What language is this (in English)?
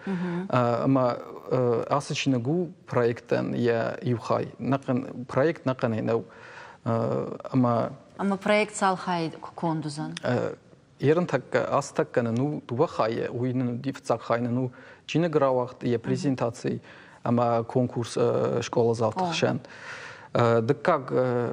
Ossetic